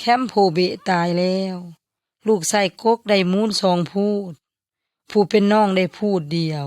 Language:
Yoy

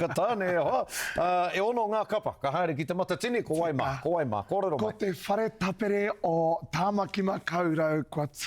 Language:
Māori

